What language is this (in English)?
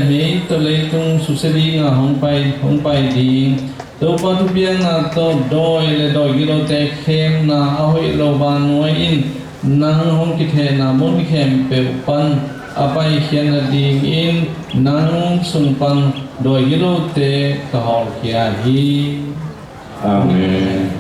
Tedim Chin